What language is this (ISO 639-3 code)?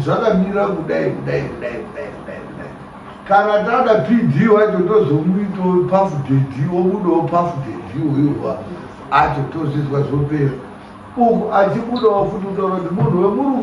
sna